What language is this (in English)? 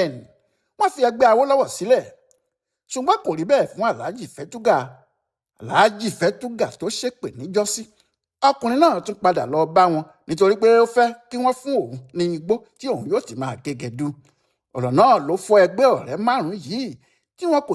Yoruba